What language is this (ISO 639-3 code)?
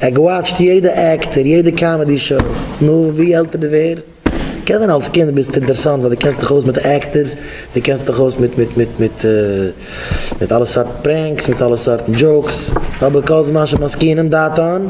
yid